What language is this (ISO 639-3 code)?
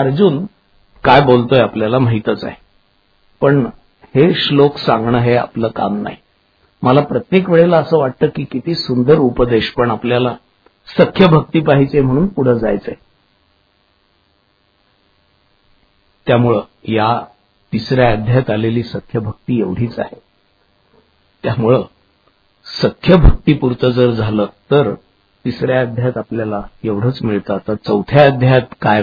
mar